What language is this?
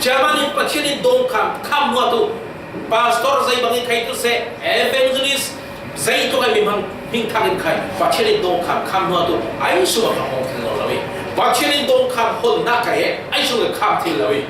Falam Chin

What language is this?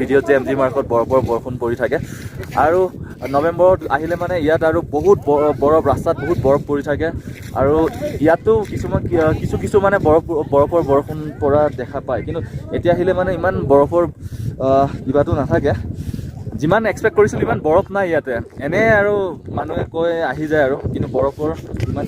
Assamese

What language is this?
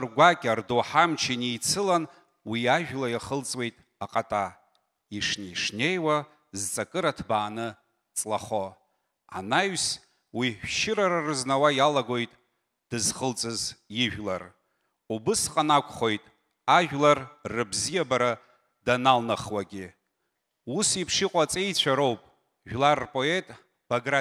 Abkhazian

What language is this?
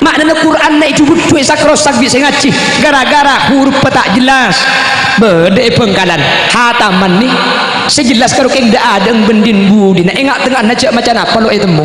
Madurese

